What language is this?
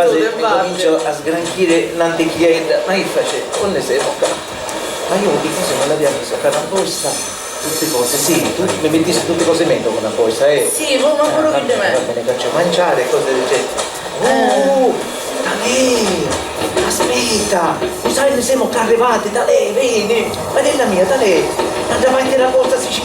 Sicilian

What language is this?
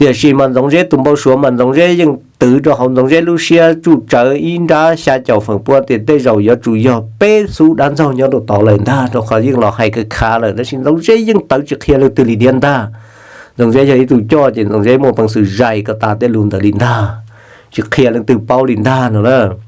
Hmong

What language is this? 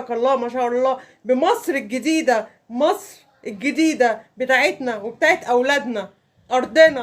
Egyptian Arabic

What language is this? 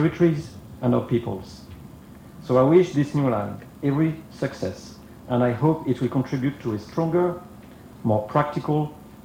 Bislama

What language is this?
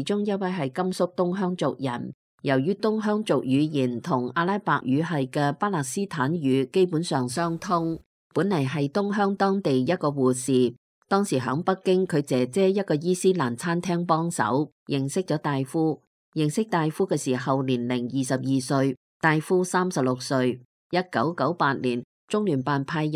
Cantonese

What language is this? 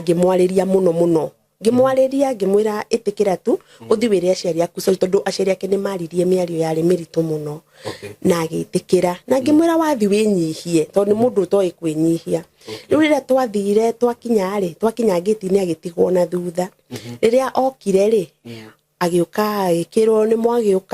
Kikuyu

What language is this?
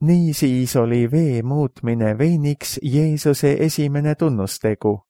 Estonian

